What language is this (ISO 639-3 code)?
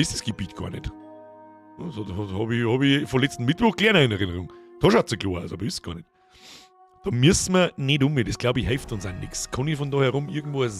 bar